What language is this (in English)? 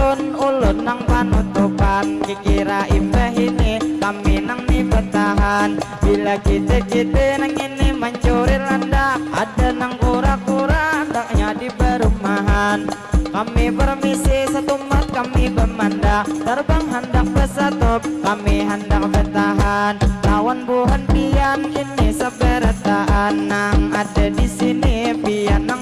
Banjar